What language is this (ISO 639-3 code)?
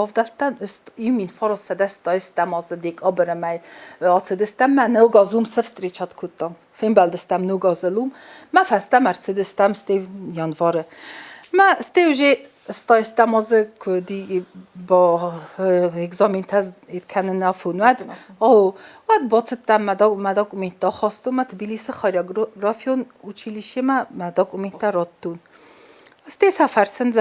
oss